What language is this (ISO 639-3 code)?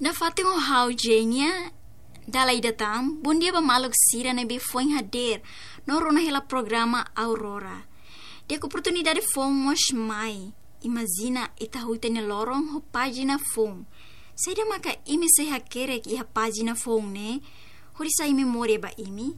tet